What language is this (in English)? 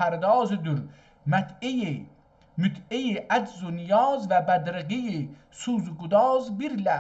South Azerbaijani